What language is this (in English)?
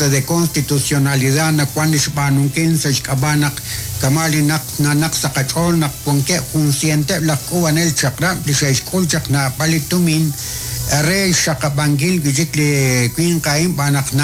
Kekchí